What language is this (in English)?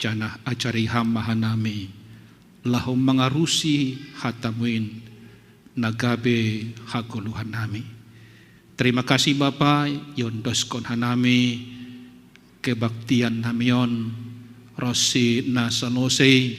Batak Simalungun